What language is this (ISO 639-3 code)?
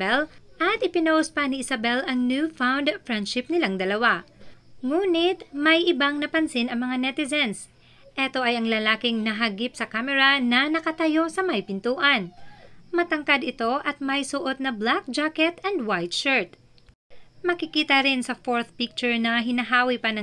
fil